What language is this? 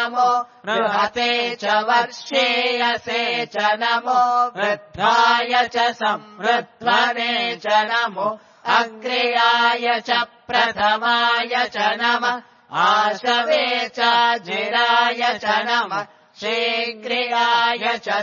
Sanskrit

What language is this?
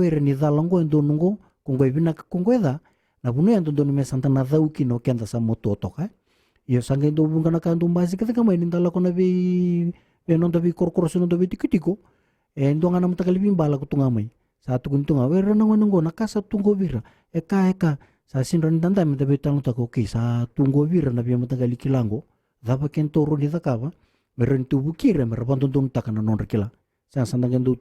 Fijian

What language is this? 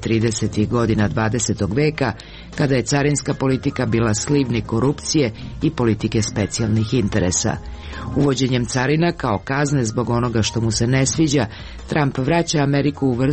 Serbian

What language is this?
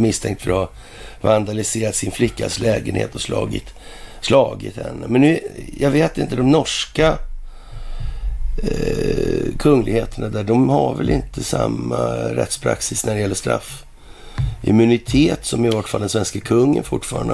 Swedish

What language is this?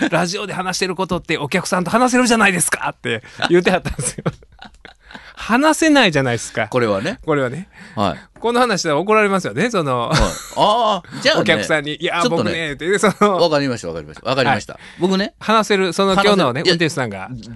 Japanese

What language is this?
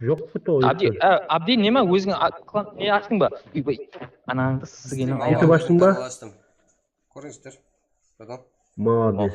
Kara-Kalpak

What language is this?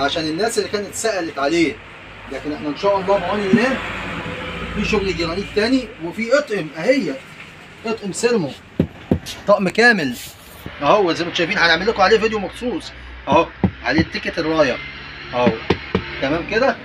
Egyptian Arabic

